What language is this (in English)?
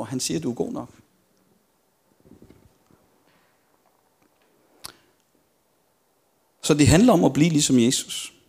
Danish